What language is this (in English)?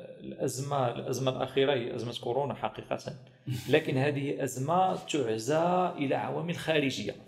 Arabic